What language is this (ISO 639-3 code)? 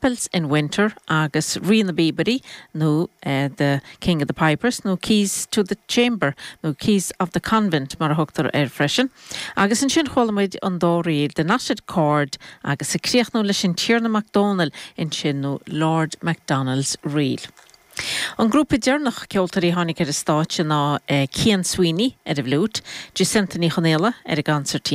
gle